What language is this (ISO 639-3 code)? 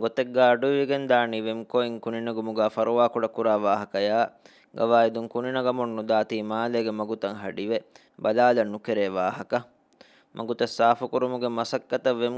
div